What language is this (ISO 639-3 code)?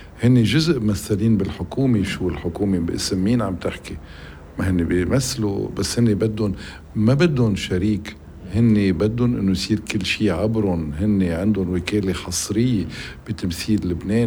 apc